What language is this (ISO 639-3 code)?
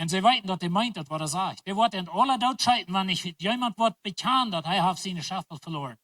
pdt